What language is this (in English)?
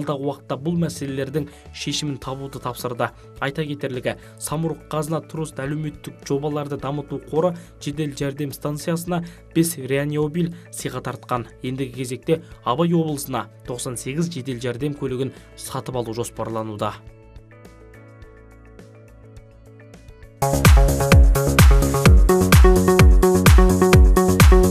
Kazakh